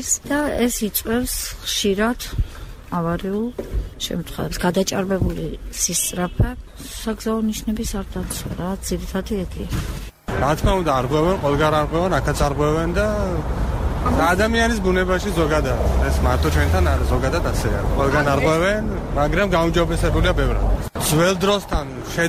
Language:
Georgian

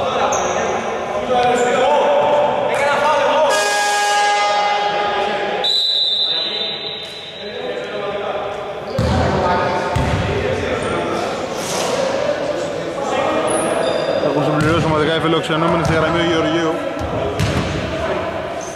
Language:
Greek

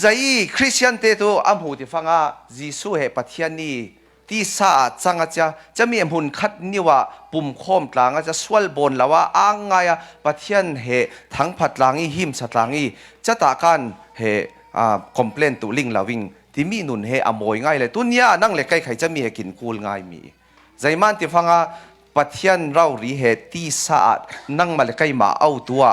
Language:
Falam Chin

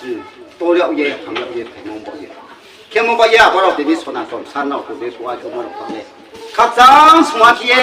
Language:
Riang (India)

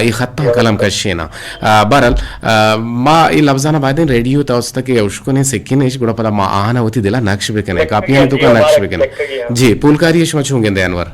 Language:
Eastern Balochi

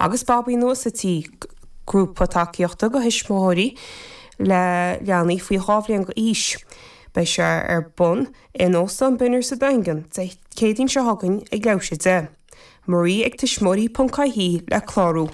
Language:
Irish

